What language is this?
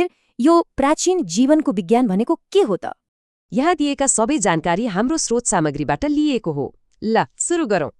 Nepali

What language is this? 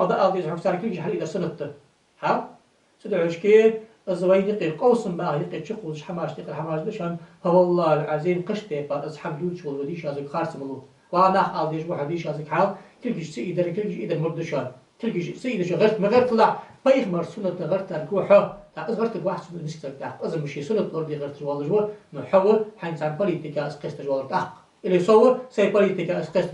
Ingush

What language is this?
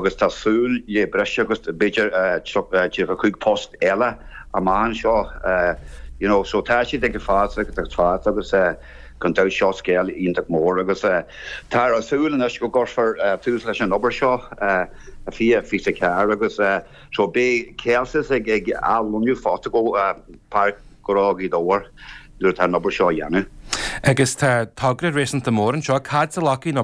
Irish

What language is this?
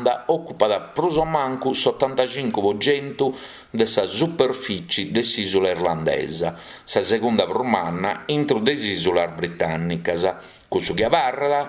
Sardinian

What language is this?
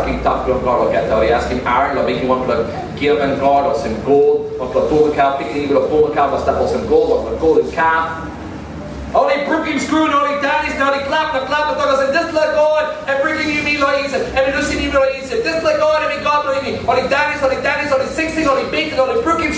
Tok Pisin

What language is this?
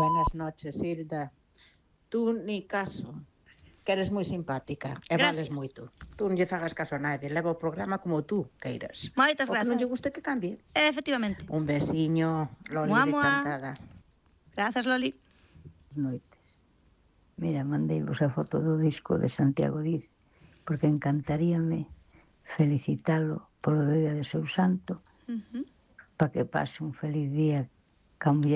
Galician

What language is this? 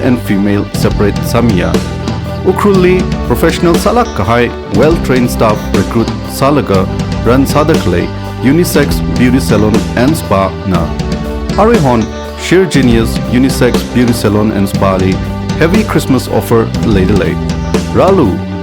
Tangkhul Naga (India)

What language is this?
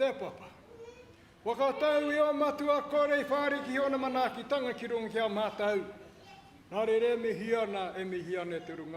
Māori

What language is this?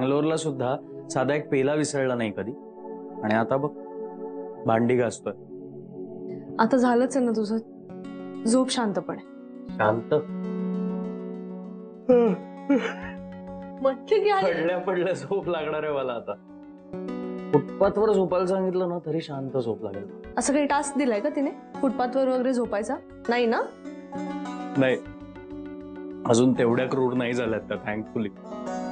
Marathi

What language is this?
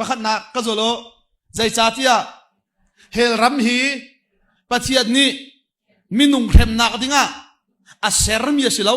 Hakha Chin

